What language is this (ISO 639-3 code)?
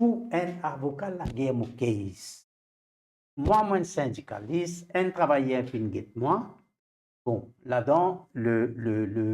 mfe